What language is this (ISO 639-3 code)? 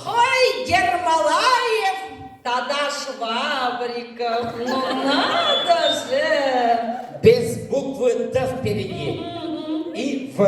chv